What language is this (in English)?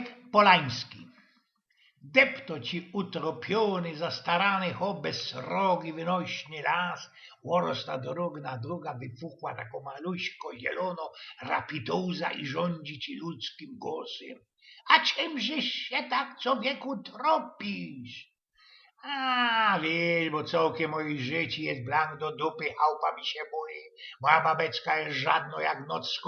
Silesian